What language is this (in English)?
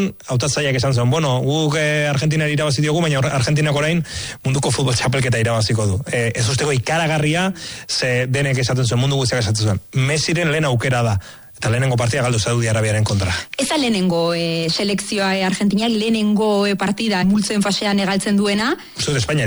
Basque